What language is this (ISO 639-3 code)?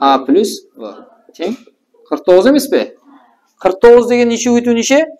kaa